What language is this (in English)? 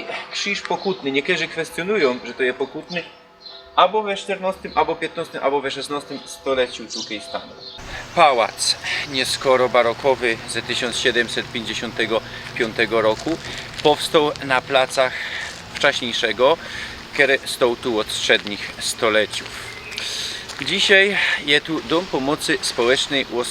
Silesian